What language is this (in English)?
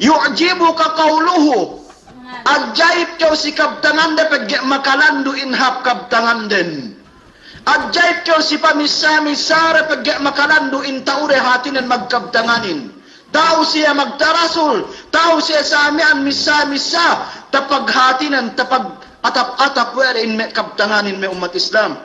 Yakan